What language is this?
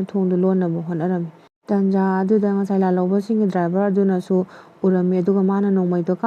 Manipuri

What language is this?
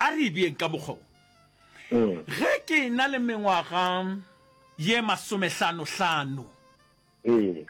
Northern Sotho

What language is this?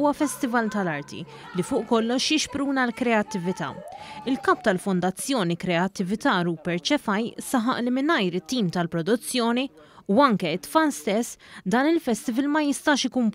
Maltese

